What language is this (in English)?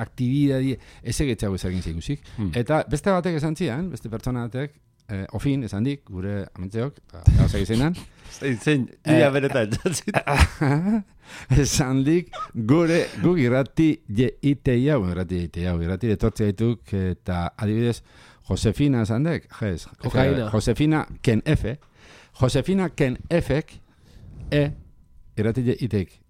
Basque